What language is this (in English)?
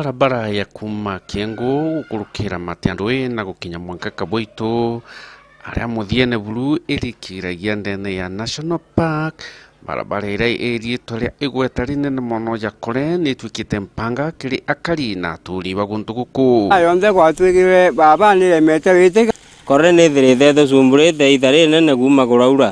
Meru